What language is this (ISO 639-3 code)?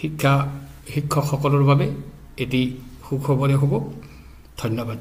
asm